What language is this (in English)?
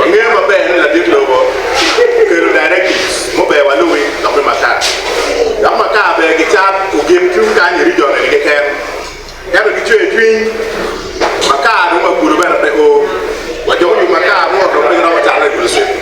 Acoli